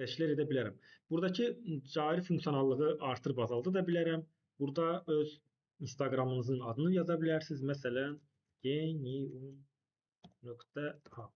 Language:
Azerbaijani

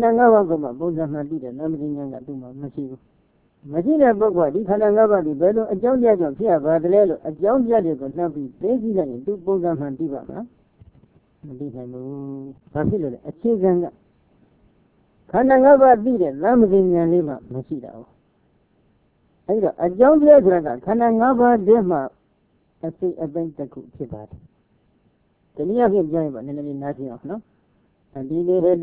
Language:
Burmese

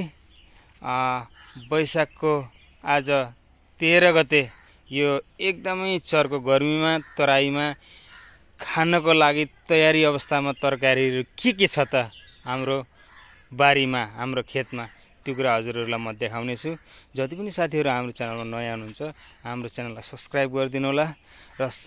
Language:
Nepali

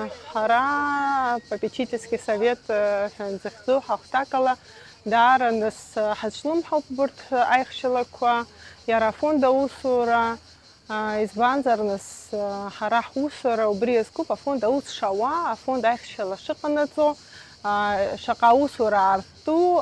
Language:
Abkhazian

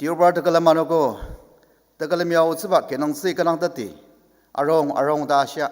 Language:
Ao Naga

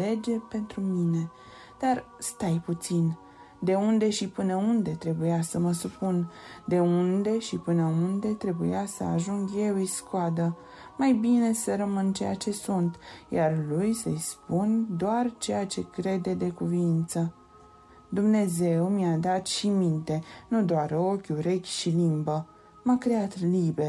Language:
Romanian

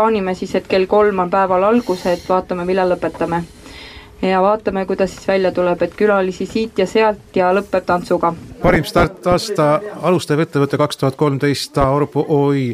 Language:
Estonian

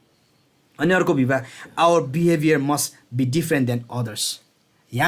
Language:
Eastern Tamang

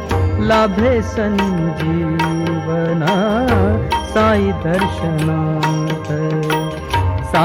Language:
Marathi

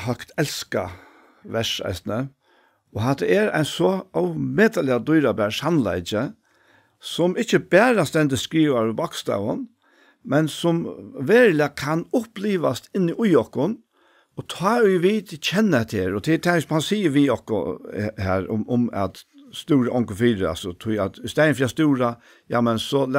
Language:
Faroese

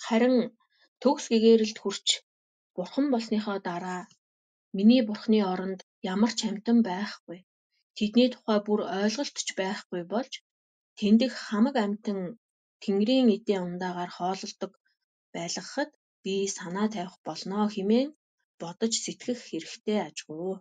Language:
Mongolian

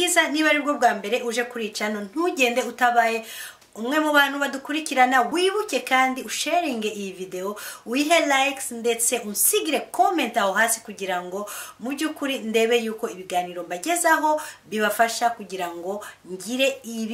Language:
Kinyarwanda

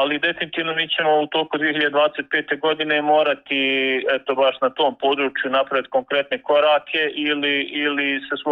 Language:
Bosnian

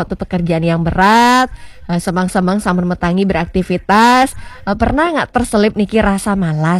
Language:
Balinese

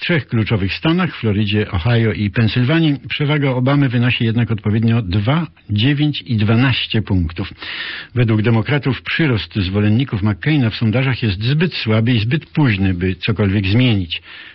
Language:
Polish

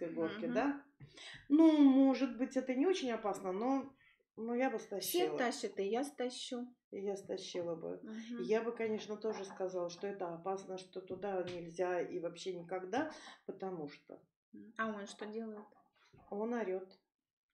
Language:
Russian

